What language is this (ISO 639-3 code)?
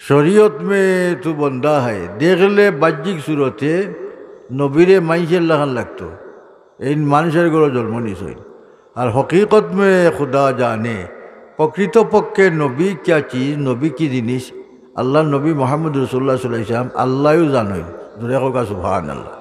syl